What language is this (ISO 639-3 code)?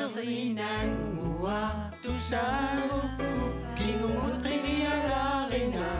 kal